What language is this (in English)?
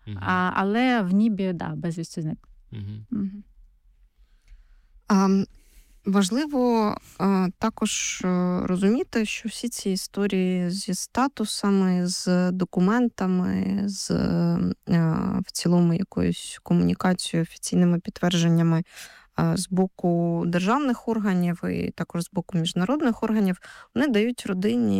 Ukrainian